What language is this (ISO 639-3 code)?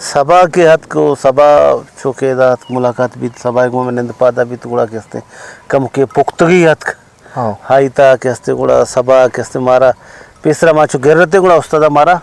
bgp